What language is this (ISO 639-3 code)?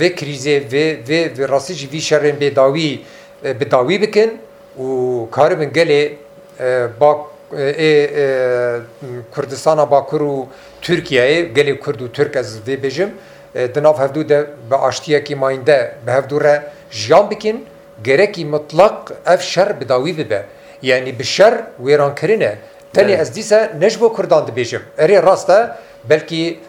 kur